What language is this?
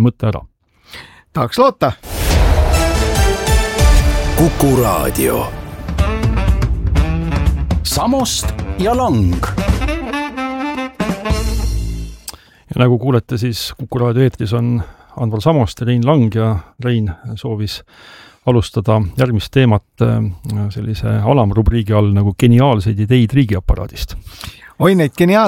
Estonian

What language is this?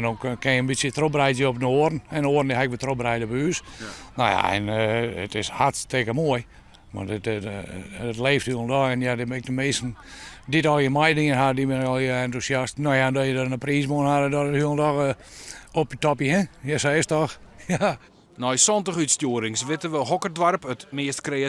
Western Frisian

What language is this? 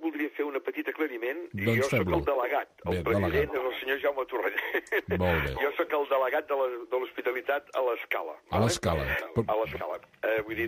Catalan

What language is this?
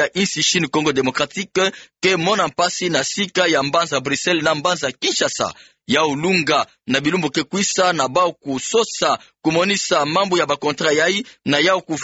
Kituba (Democratic Republic of Congo)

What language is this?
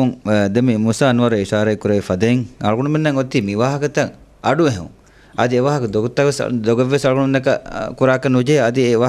Divehi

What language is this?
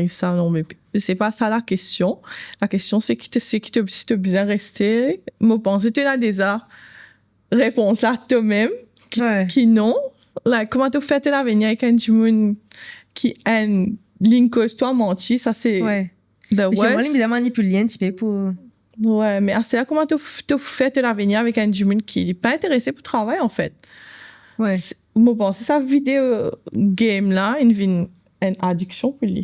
Morisyen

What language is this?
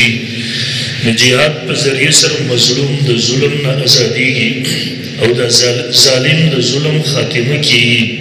Pashto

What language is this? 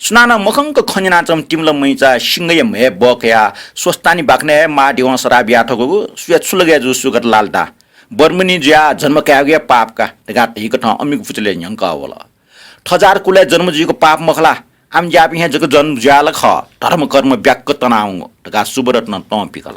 Newari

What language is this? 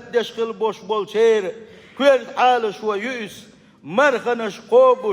Chechen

